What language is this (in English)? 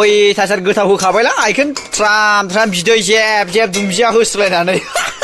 Bodo